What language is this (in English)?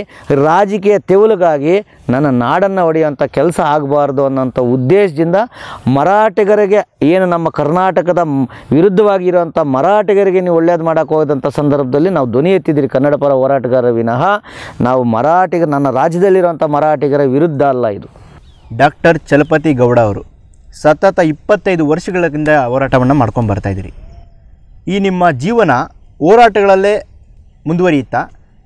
Kannada